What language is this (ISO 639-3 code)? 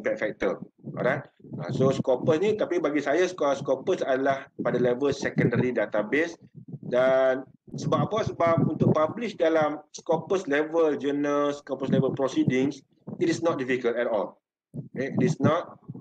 msa